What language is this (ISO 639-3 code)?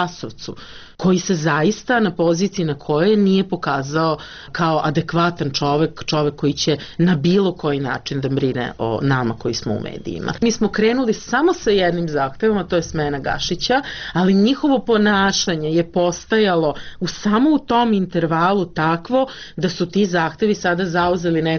srp